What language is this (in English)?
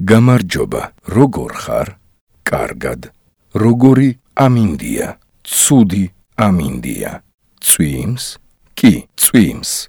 Georgian